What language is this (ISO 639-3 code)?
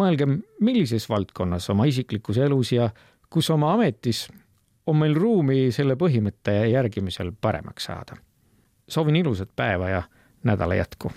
est